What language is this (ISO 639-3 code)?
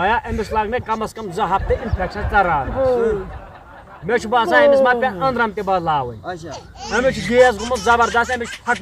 kas